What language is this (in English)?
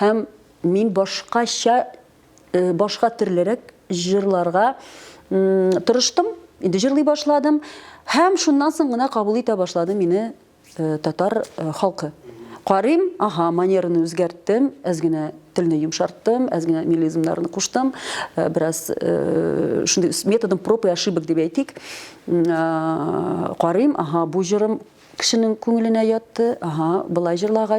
Tatar